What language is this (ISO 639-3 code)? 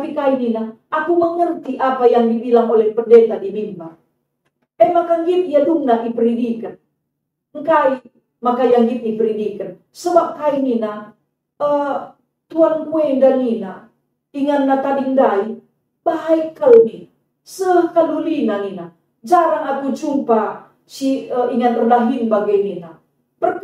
btx